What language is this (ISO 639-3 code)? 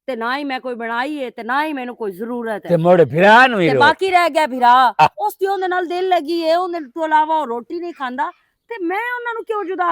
lah